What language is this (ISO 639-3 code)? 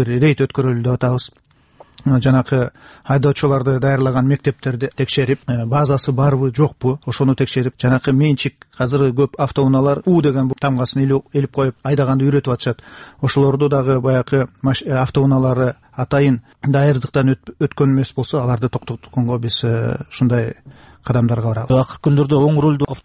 kir